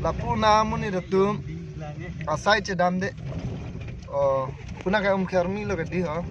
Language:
Karbi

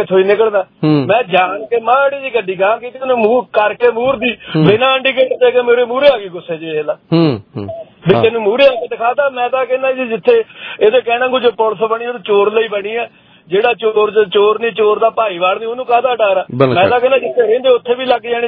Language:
Punjabi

